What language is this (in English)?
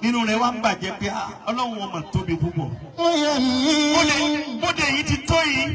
Yoruba